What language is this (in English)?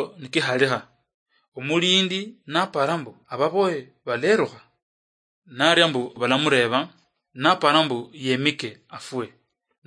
Luyia